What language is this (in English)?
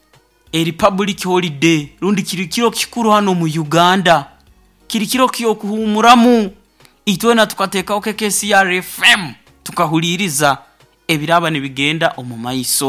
Nyoro